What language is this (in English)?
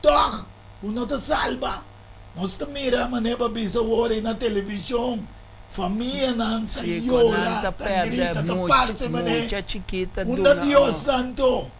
Papiamento